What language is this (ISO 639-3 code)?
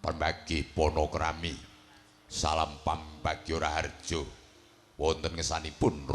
jav